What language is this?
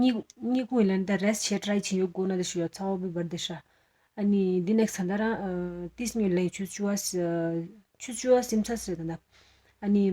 Tibetan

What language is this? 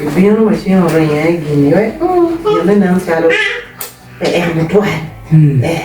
Acoli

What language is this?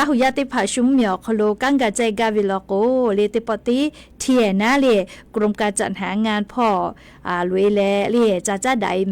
Lahu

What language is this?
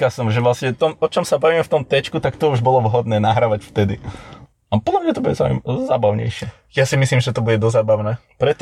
Slovak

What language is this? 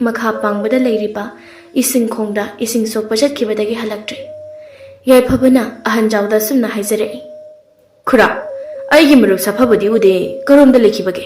Manipuri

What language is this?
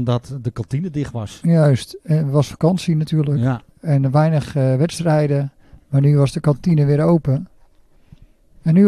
Dutch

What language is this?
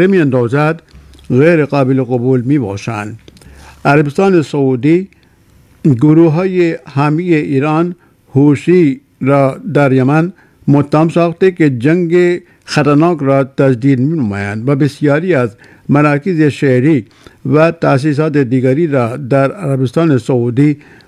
Persian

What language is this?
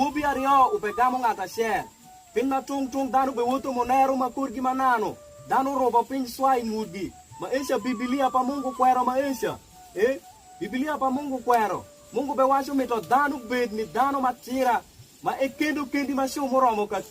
Alur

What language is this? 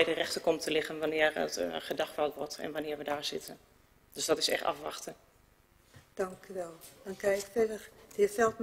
Dutch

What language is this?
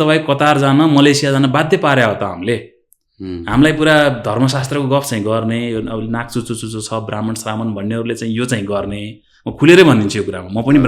Nepali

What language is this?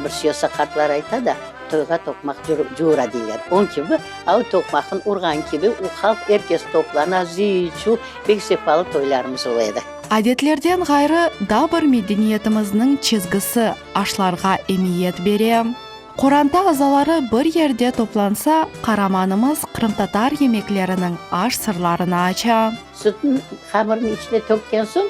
Crimean Tatar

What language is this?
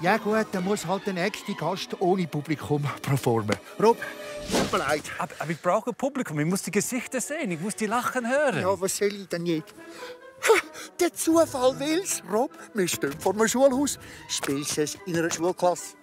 Swiss German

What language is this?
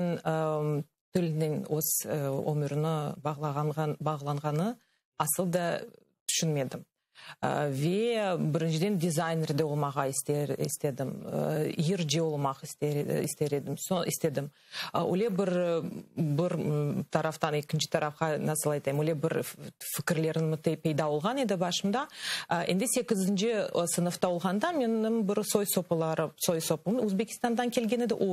Crimean Tatar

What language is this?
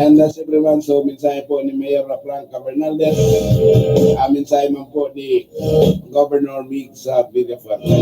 Bikol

